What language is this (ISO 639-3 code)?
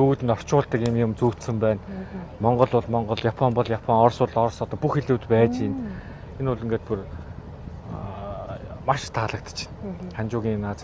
mon